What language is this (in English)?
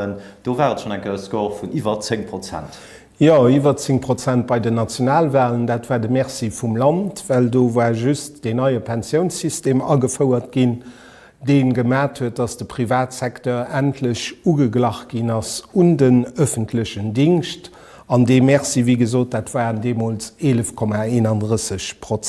Luxembourgish